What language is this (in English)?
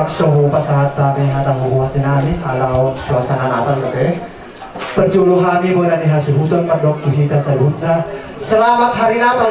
Batak Toba